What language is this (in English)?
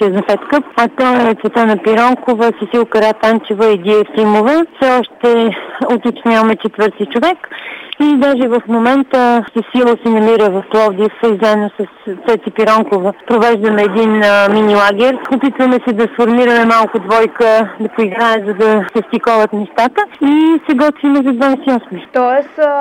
Bulgarian